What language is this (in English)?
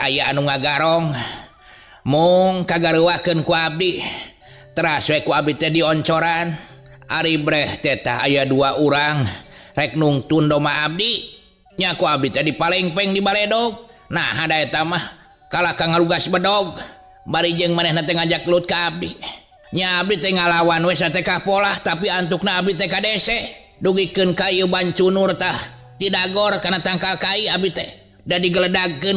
Sundanese